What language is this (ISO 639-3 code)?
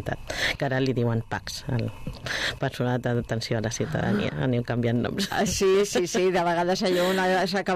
cat